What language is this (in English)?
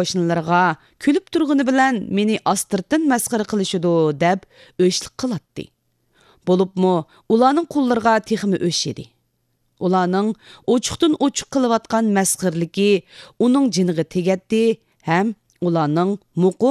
Uyghur